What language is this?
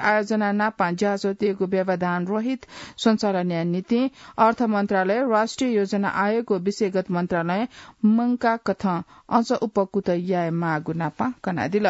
Newari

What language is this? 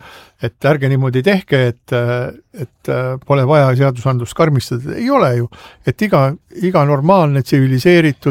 Estonian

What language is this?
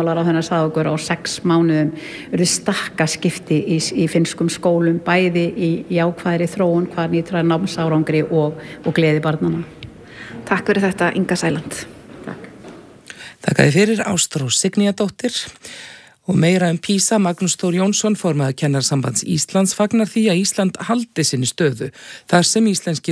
Icelandic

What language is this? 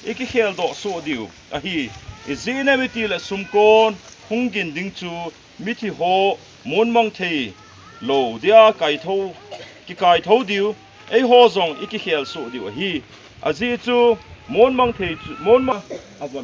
Thado Chin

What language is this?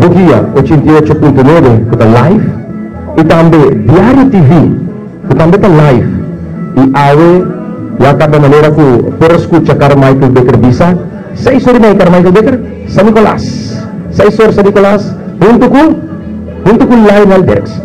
Papiamento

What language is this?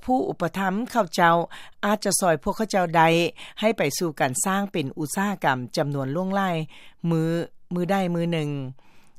Lao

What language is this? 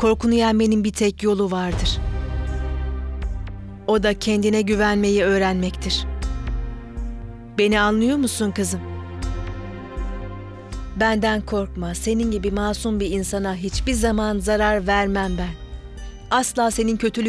Turkish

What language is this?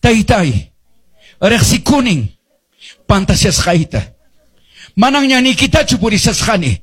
Quechua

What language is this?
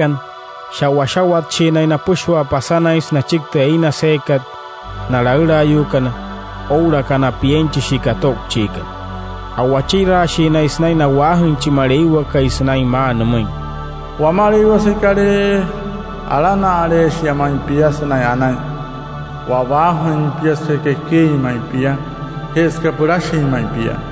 Wayuu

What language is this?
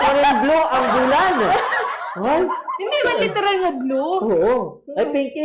Hiligaynon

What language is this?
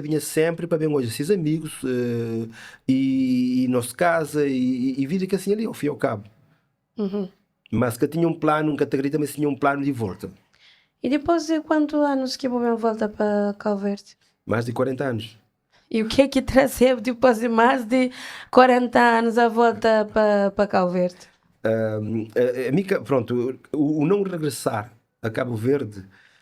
Kabuverdianu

